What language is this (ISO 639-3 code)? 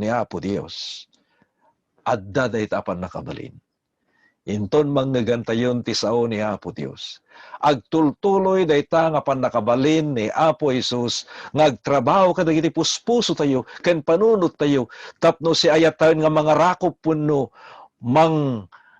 ilo